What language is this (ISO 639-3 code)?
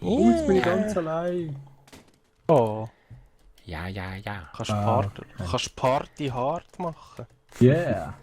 gsw